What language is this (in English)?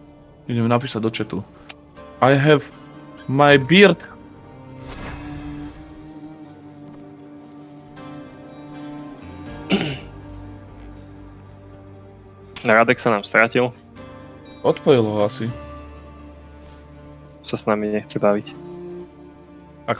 Slovak